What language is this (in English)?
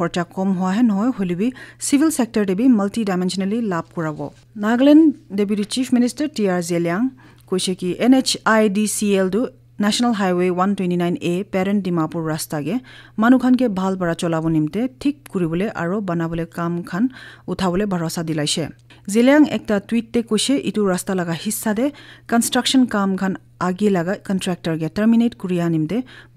Naga Pidgin